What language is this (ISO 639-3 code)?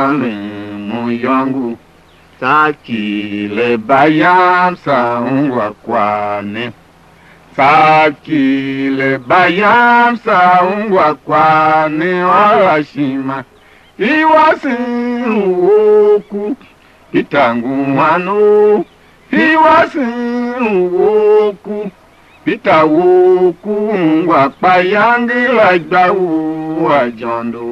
tiv